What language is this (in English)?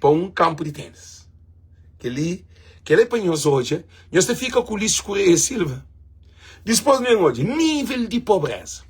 Kabuverdianu